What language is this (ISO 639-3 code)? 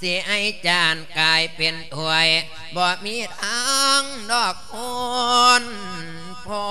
lao